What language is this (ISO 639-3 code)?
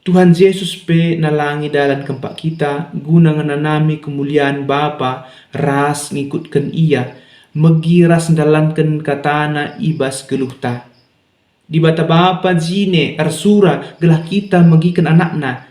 btx